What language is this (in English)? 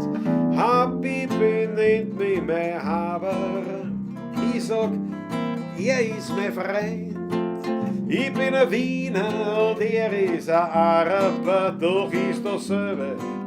Bavarian